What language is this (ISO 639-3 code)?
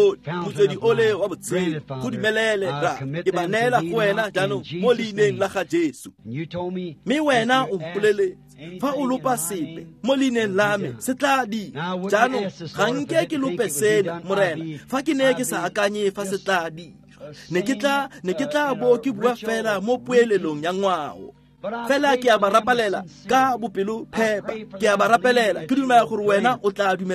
tsn